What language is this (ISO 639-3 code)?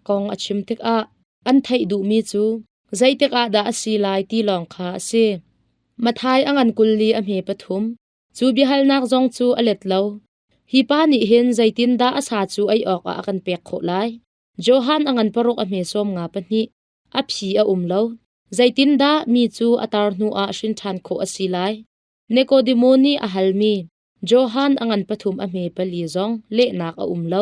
cnh